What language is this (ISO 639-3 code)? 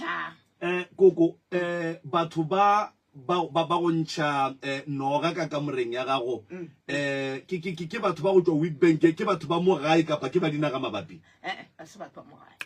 nso